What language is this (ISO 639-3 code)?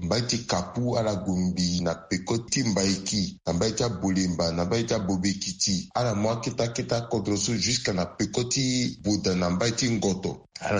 sag